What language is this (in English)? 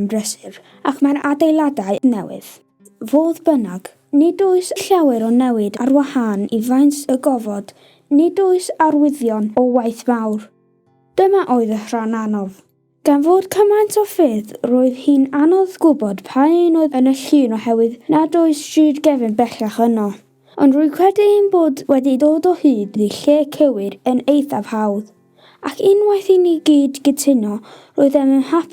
Welsh